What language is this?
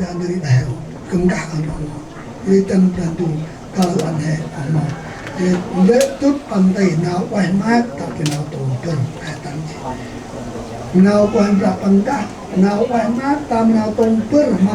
Central Mnong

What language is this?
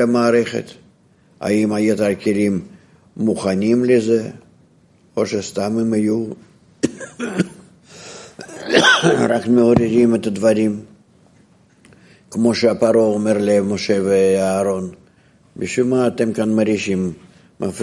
Hebrew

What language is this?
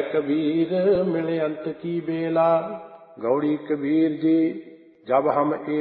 Punjabi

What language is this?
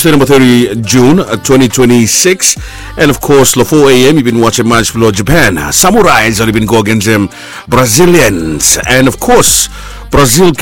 Bislama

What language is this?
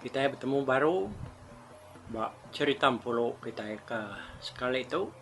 Iban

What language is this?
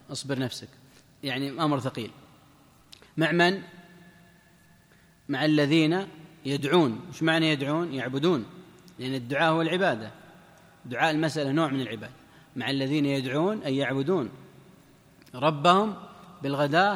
Arabic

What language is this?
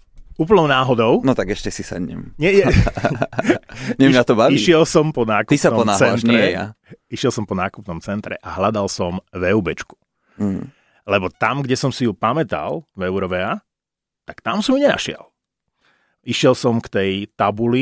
Slovak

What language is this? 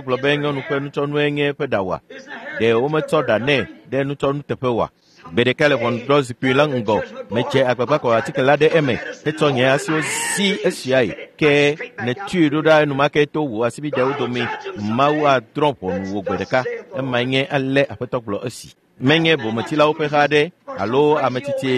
Ewe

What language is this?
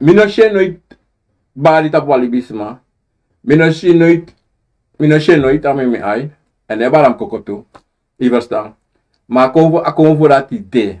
Sranan Tongo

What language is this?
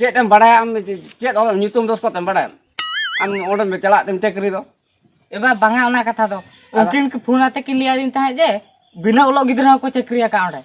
Santali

